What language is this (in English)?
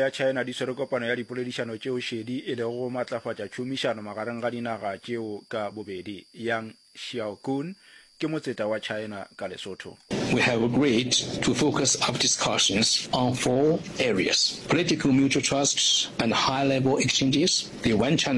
Northern Sotho